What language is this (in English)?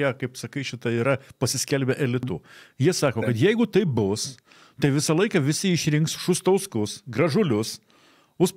Lithuanian